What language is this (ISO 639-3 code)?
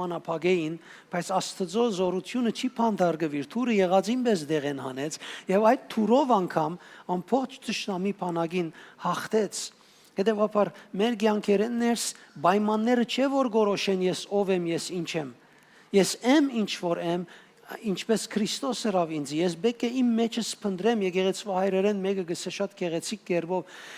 hyw